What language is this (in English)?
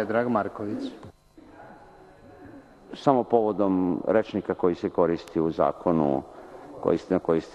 Serbian